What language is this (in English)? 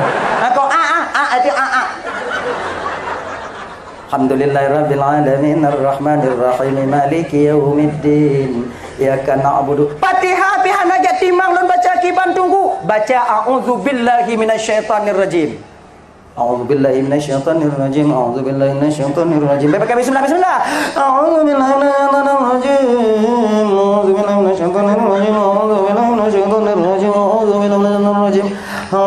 Achinese